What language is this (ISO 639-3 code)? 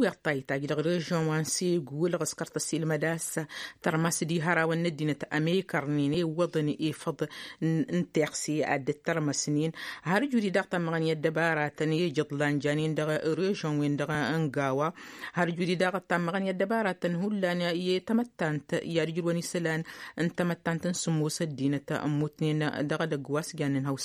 taq